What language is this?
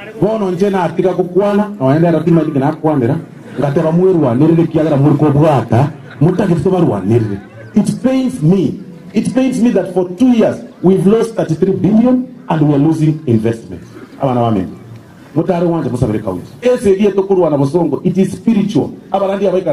Gusii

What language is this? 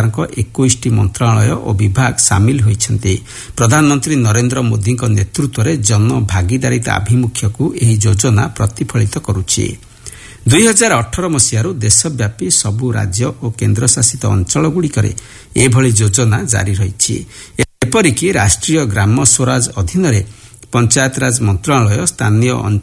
Odia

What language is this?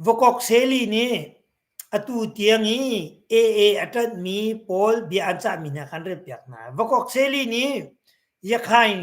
Hakha Chin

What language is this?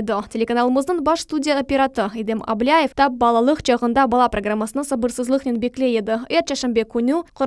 Crimean Tatar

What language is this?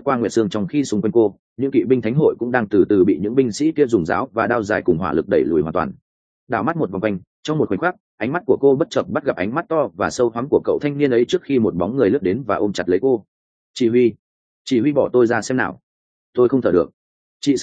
Vietnamese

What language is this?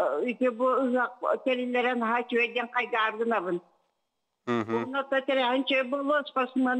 Yakut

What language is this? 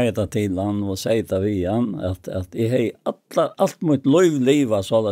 Faroese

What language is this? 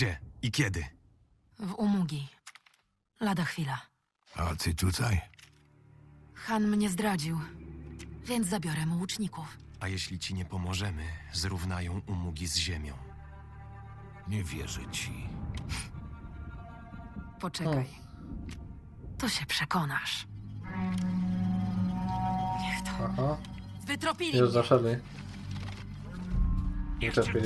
Polish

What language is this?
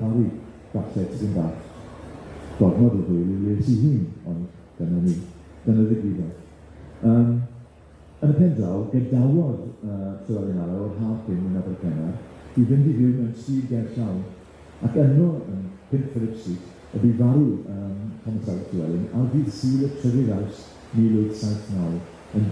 Welsh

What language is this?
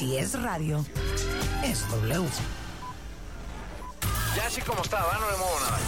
Spanish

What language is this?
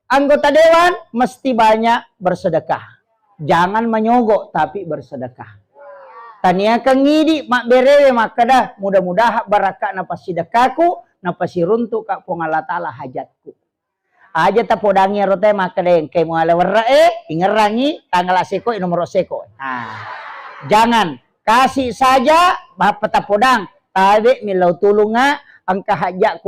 Buginese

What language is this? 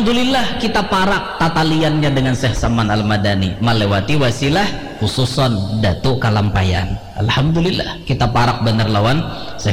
Banjar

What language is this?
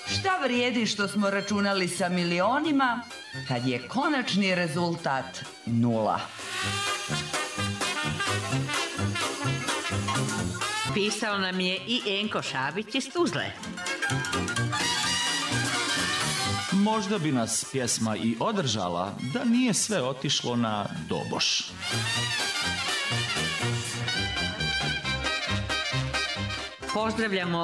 Serbian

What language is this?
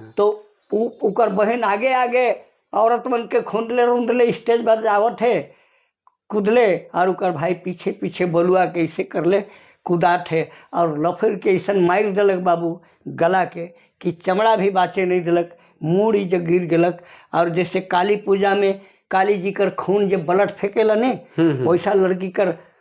Sadri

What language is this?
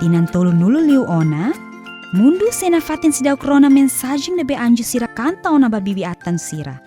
Tetum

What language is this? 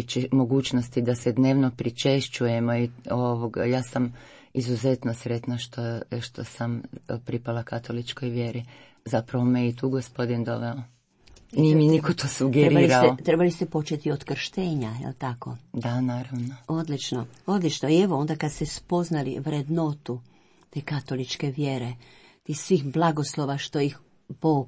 Croatian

